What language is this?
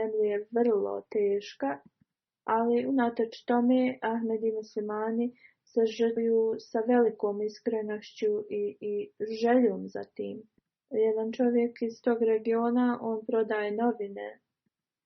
Bosnian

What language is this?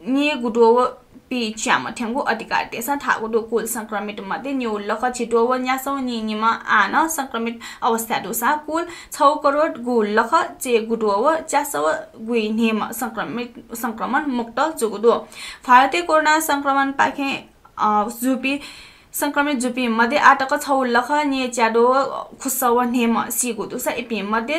Newari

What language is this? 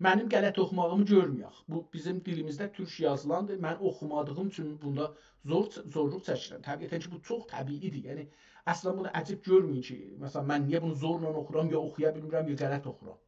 South Azerbaijani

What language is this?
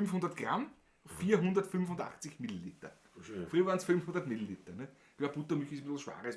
Bavarian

